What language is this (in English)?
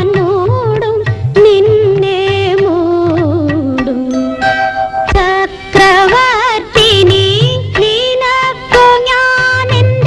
Malayalam